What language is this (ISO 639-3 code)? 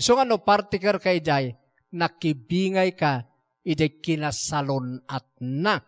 ilo